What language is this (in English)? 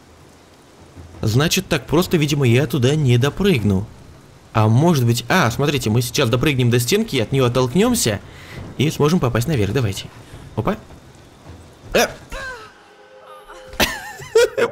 Russian